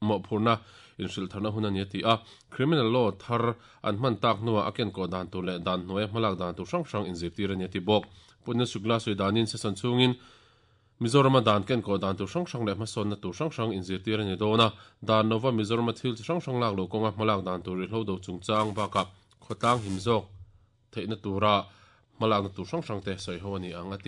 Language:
Mizo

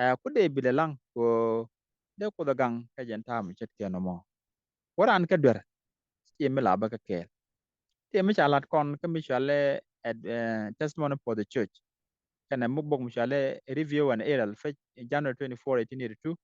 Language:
Nuer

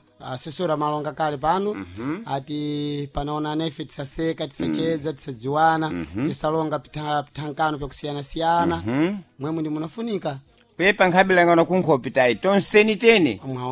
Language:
Sena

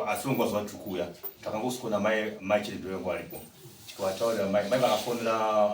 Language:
Shona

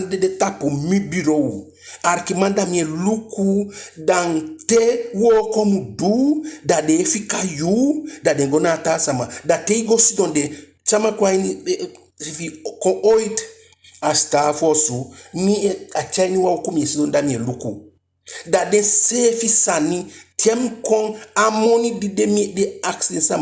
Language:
Eastern Maroon Creole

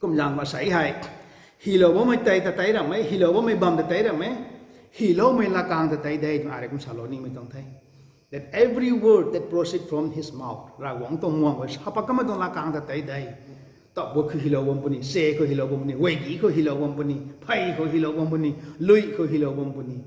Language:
Rongmei Naga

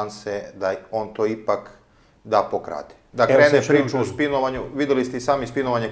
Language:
Serbian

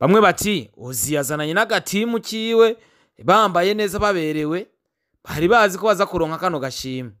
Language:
Rundi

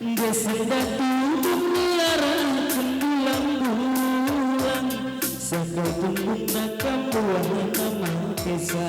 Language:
Batak Karo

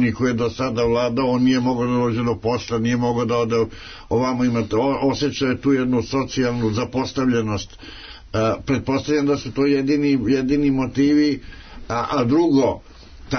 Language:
Serbian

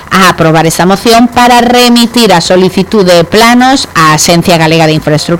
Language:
Galician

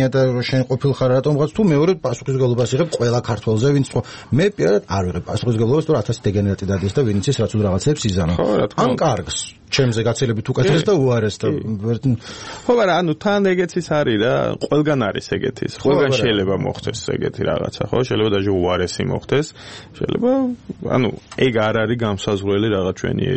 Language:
Georgian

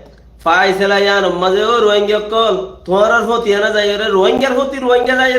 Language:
Rohingya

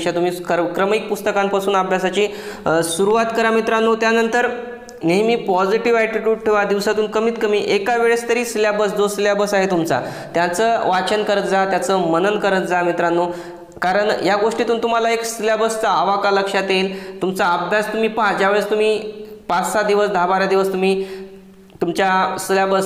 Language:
Marathi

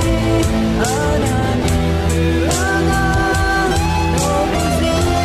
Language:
Akha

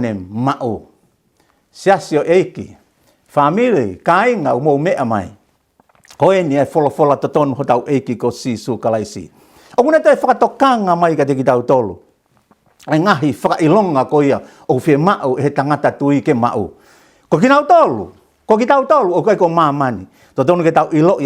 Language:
Tongan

